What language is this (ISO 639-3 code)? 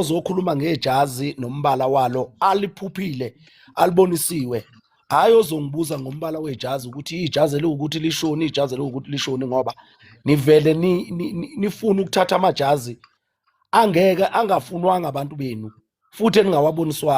zul